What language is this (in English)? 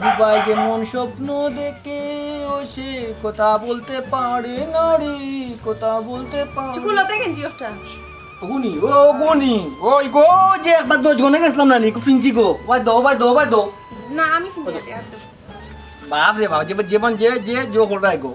Sylheti